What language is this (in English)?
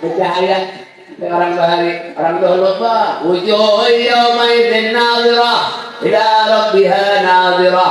Banjar